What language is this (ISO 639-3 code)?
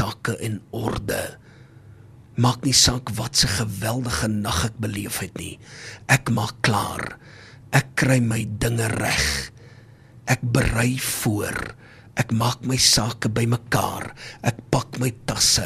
afr